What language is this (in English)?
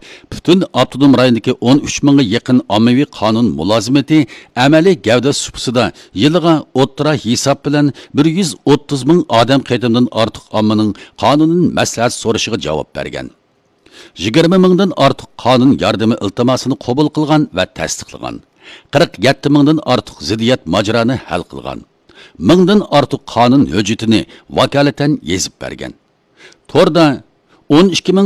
Uyghur